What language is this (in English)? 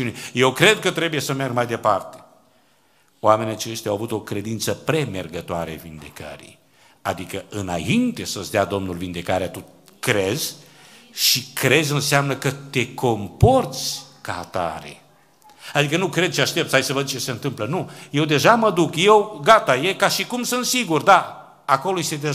Romanian